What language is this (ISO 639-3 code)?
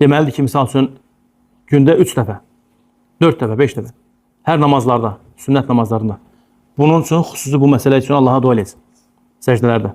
aze